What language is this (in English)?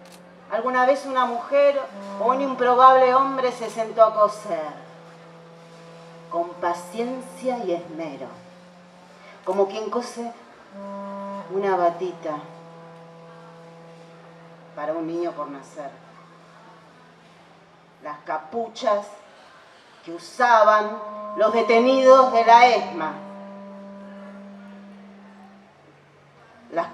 Spanish